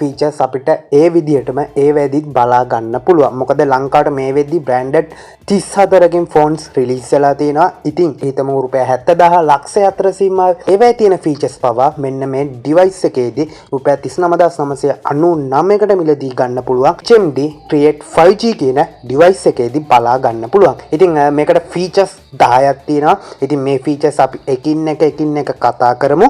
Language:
Sinhala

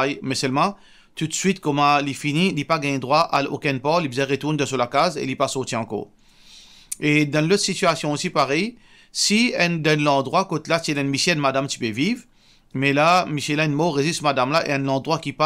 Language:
Morisyen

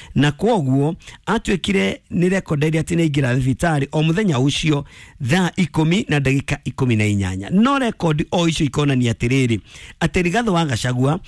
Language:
Kikuyu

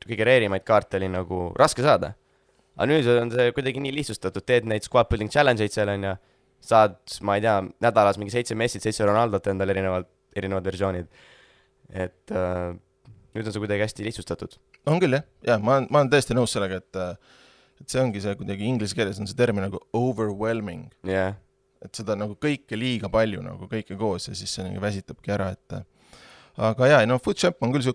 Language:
Estonian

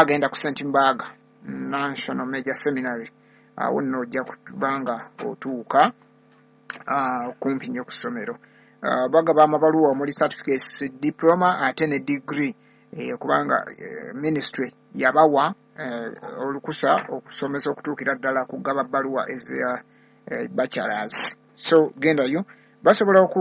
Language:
Ganda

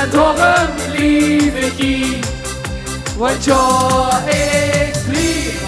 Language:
Limburgish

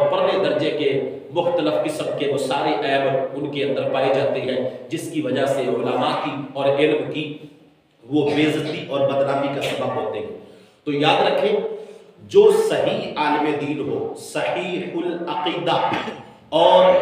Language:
Urdu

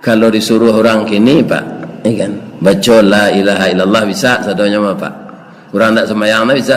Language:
Minangkabau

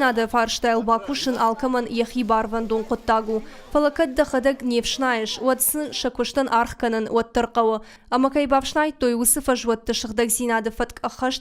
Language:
Ossetic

